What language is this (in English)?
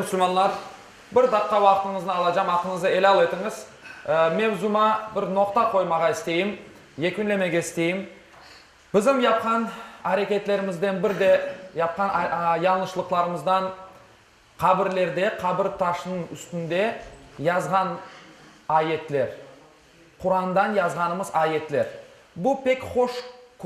Crimean Tatar